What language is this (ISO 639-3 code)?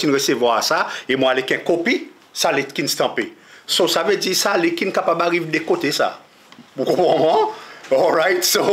crs